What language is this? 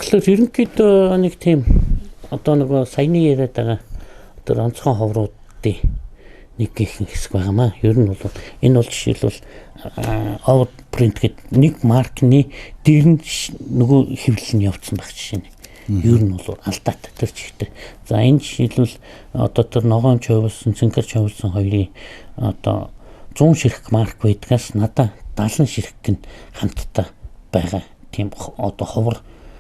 Mongolian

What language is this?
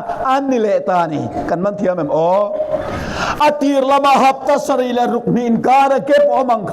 Mizo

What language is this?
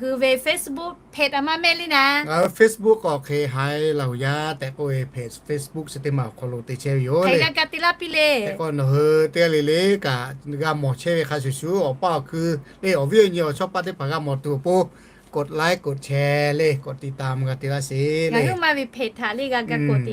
Lahu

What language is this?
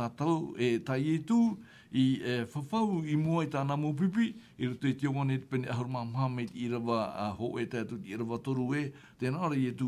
Tahitian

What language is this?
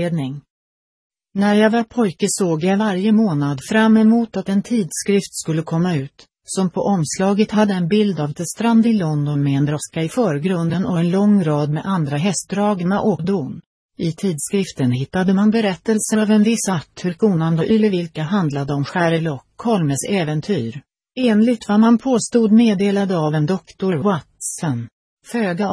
Swedish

